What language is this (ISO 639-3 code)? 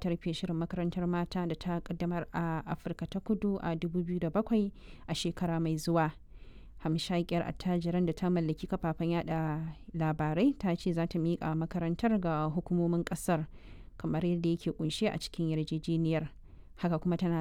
hau